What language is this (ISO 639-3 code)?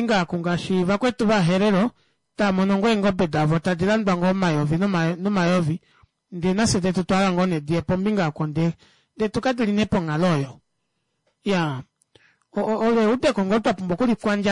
kua